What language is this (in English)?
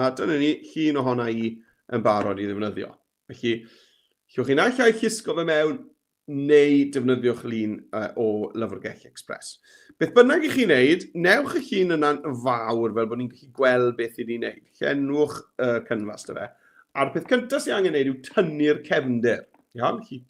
Welsh